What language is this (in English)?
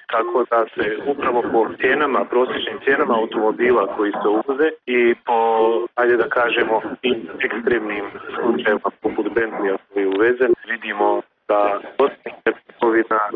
Bosnian